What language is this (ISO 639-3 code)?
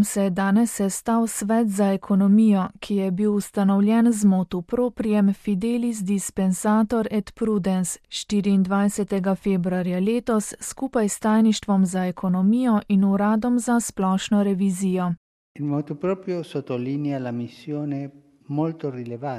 slv